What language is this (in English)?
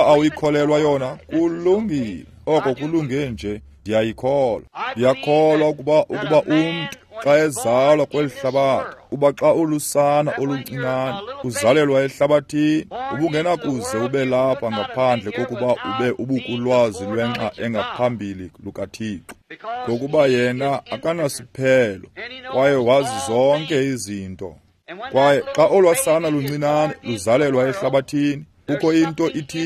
Xhosa